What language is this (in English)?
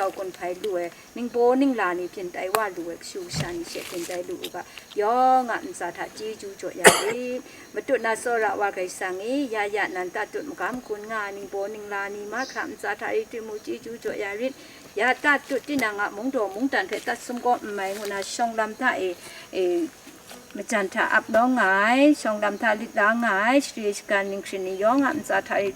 Kachin